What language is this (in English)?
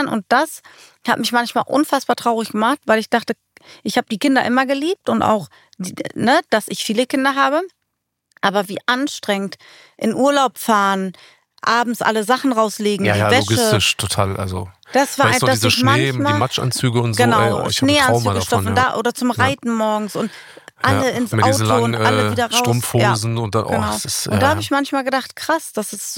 German